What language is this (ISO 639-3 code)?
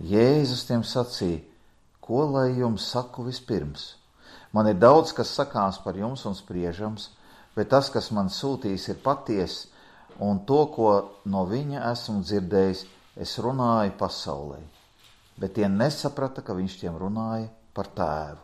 lav